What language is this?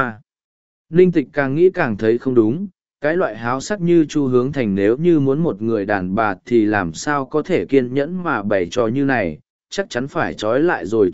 Vietnamese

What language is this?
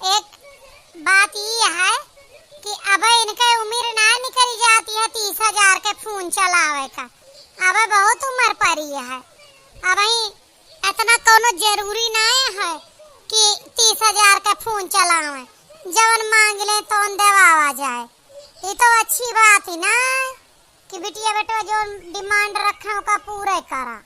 Awadhi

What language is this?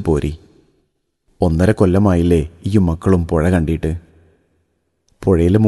Malayalam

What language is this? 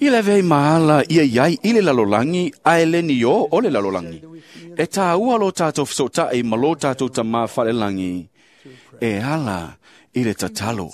Samoan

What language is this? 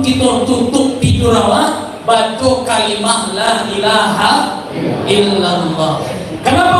Minangkabau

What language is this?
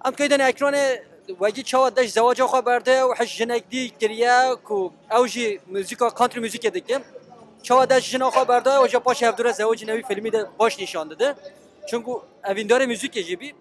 Kurdish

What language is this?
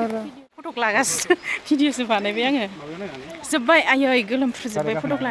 Bodo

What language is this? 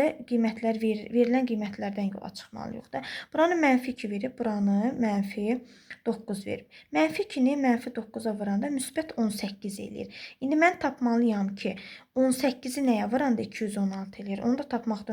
Azerbaijani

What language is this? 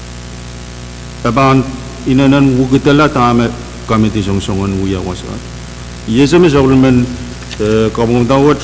Pohnpeian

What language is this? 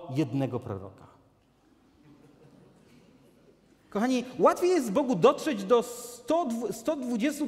Polish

